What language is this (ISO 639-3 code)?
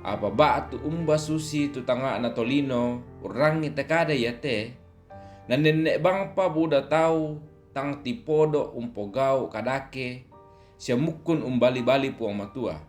sda